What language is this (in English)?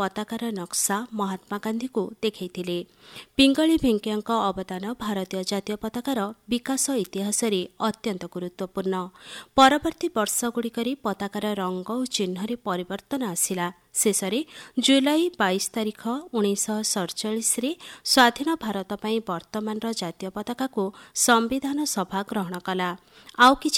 Odia